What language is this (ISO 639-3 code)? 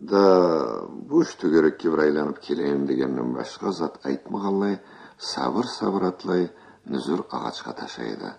krc